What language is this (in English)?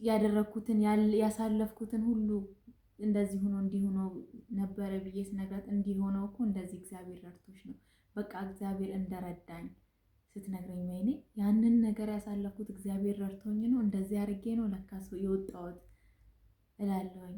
Amharic